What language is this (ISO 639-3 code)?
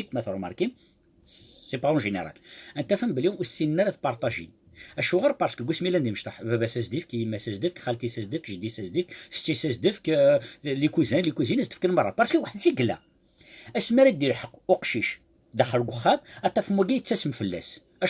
kab